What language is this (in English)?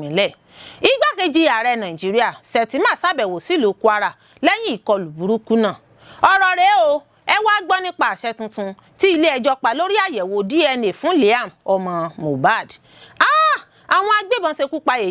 Yoruba